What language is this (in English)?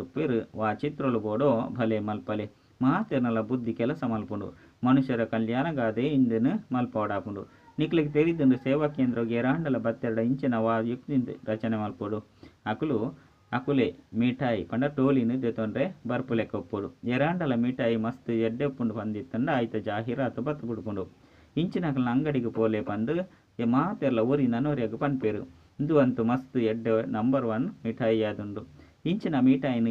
Tulu